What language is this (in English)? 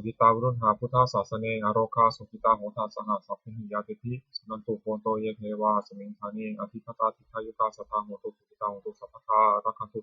Pali